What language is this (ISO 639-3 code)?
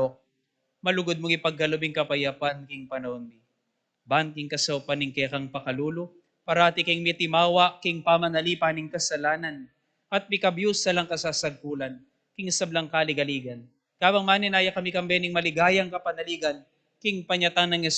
pam